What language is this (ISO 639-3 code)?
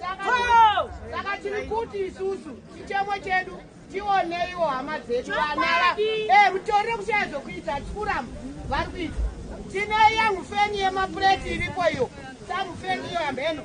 sna